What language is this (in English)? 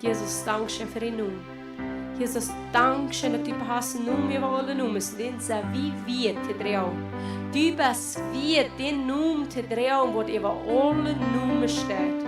Plautdietsch